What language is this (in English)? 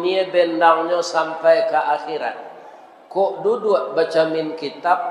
Minangkabau